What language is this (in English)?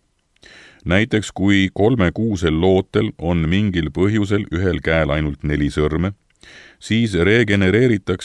Estonian